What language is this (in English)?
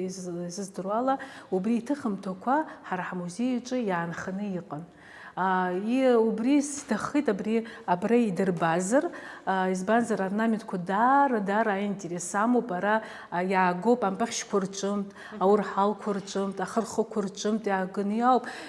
Abkhazian